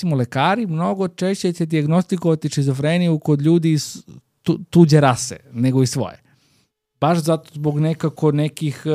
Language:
Serbian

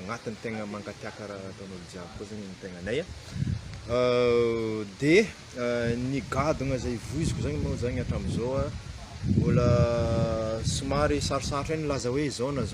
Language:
Malagasy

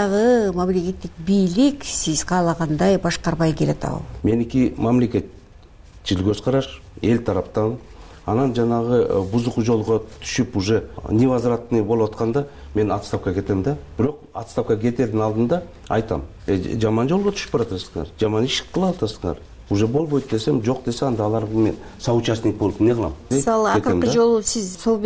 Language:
Kyrgyz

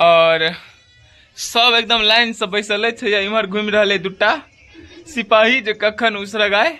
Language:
Maithili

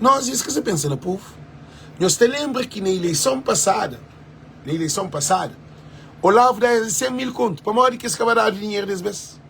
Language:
Kabuverdianu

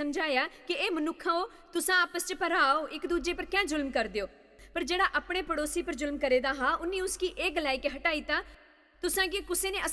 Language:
Dogri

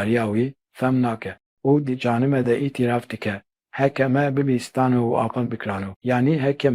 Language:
Kurdish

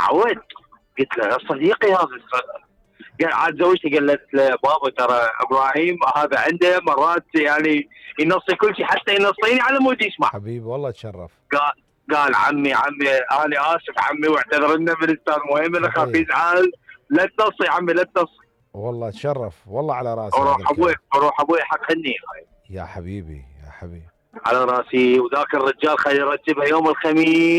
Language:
Mesopotamian Arabic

